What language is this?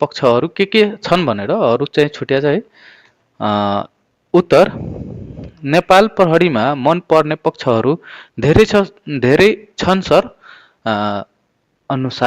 Nepali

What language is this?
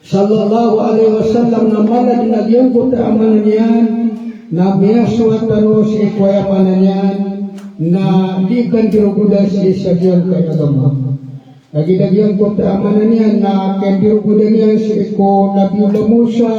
Maranao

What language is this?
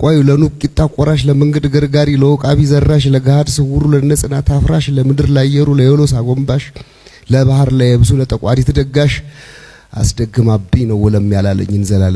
Amharic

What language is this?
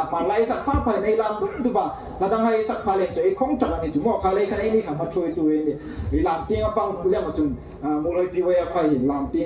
Hmar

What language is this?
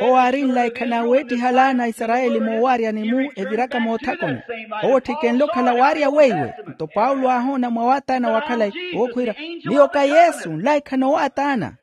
Makhuwa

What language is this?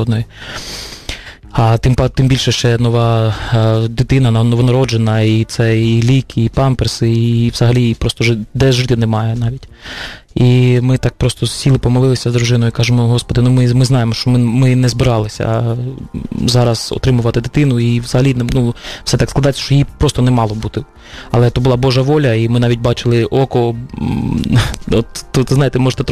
Ukrainian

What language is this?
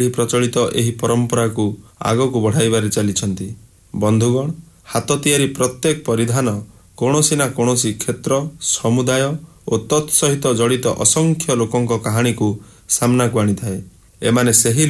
Odia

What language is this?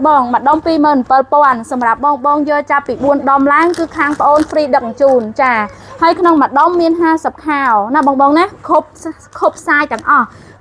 Khmer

